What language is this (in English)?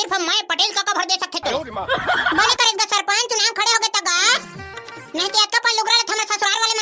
Chhattisgarhi